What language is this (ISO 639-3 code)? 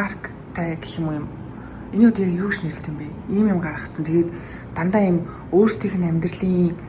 mon